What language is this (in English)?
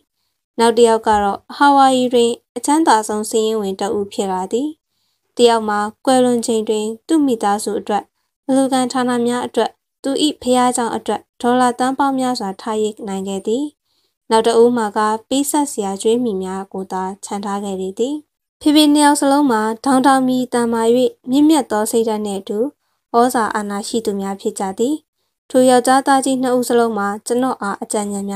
Burmese